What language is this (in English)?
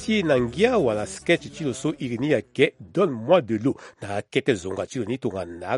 Sango